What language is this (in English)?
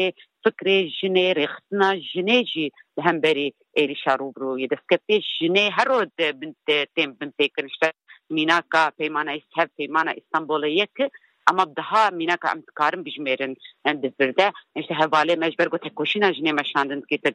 Kurdish